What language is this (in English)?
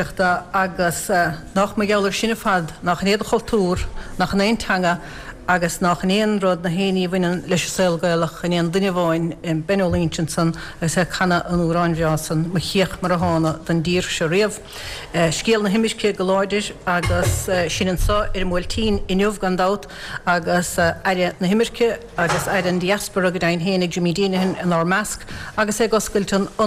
Irish